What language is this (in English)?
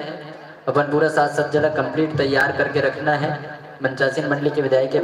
Chhattisgarhi